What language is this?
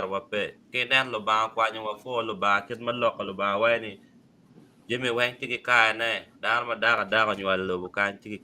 Acoli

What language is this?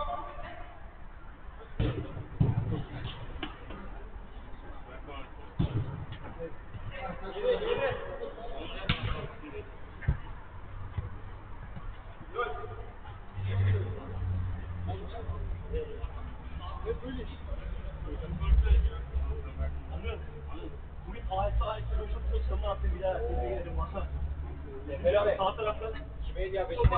Turkish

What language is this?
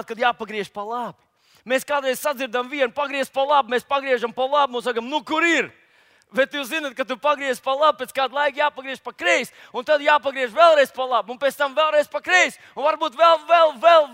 Latvian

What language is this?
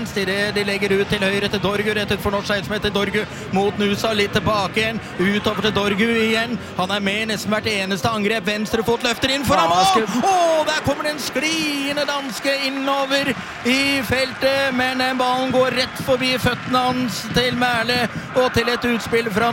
Norwegian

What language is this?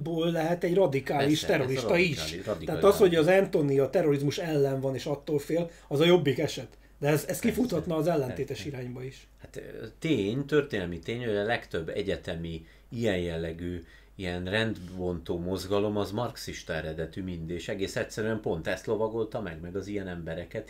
Hungarian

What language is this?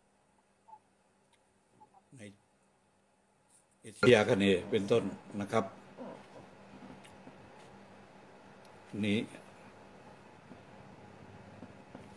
Thai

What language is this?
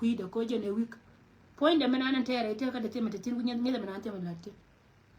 Nuer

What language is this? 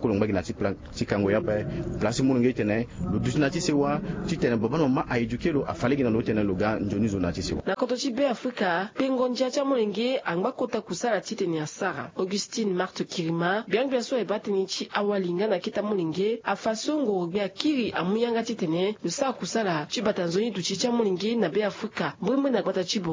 Sango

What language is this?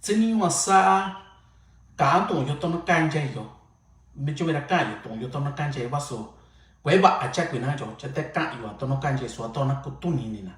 Mixtepec Mixtec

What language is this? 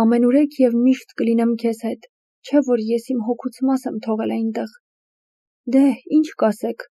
Armenian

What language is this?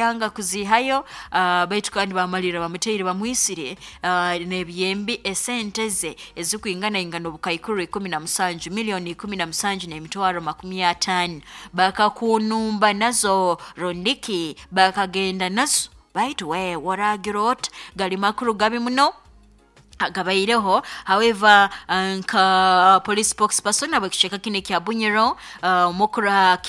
Nyoro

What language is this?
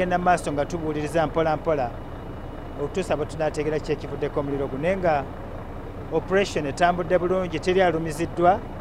Ganda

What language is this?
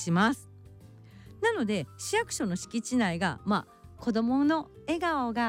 Japanese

